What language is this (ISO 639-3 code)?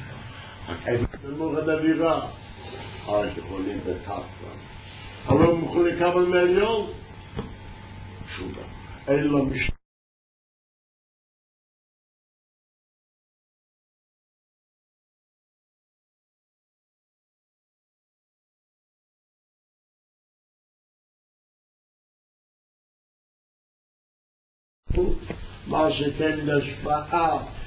heb